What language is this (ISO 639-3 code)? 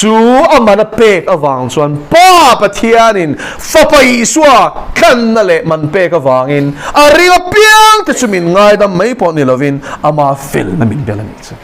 lus